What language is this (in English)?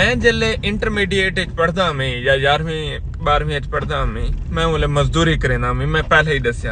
Saraiki